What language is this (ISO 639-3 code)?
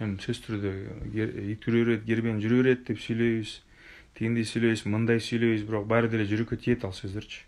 kir